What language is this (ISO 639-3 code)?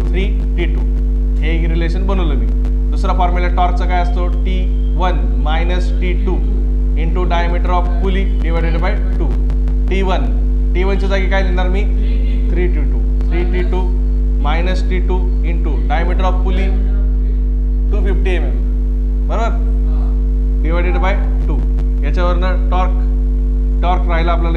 mar